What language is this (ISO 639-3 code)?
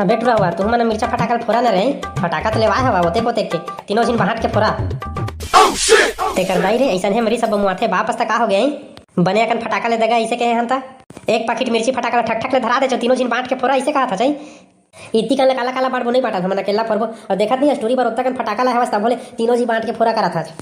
hne